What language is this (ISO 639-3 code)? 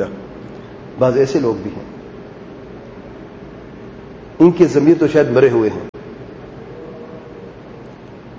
urd